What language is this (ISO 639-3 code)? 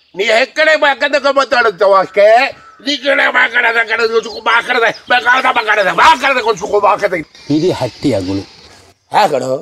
mal